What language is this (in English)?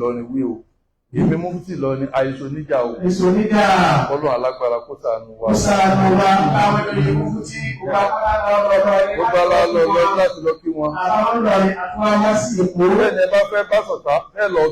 Yoruba